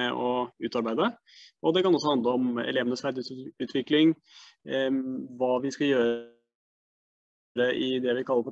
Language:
Norwegian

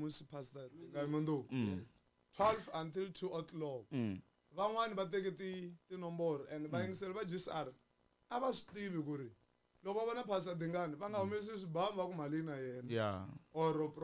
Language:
Tsonga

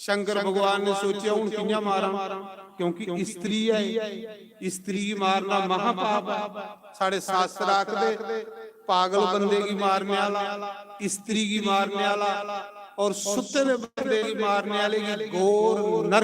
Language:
Dogri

